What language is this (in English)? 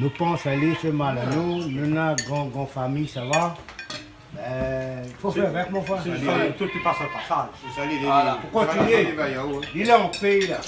Réunion Creole French